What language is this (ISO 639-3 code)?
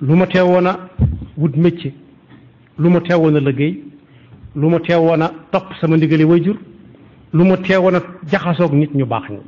wol